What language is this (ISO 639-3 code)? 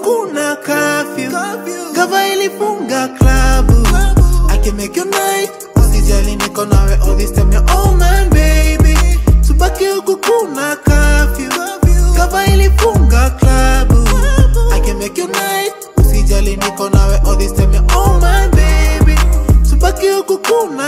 swa